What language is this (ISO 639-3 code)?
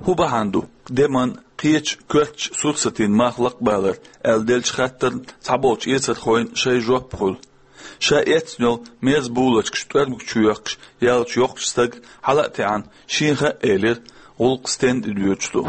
che